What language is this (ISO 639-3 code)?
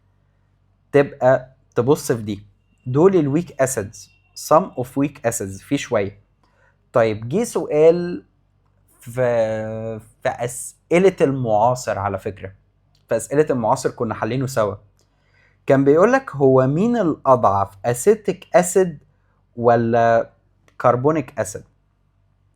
arz